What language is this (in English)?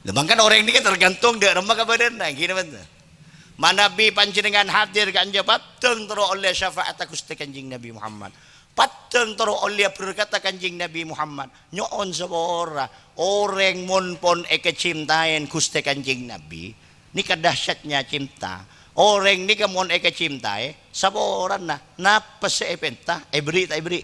Madurese